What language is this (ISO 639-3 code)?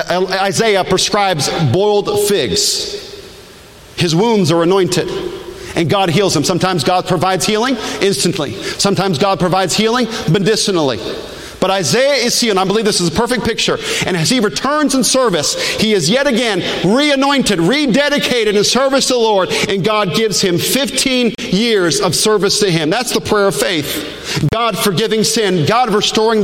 eng